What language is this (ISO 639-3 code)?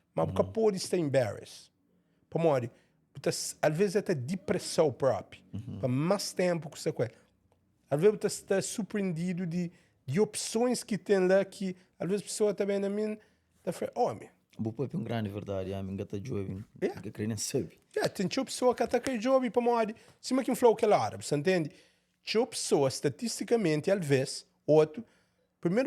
kea